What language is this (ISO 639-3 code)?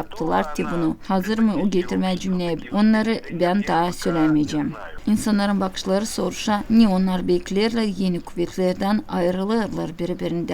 gag